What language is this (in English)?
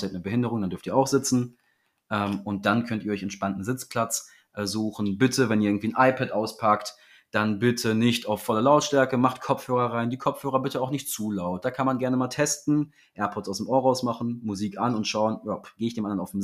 German